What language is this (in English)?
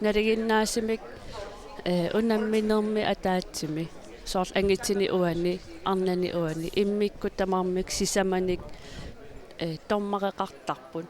Kalaallisut